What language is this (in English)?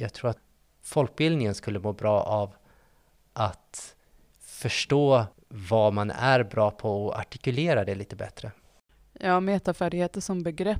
Swedish